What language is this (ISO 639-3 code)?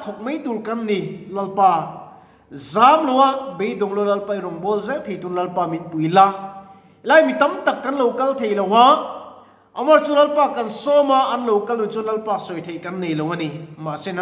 lus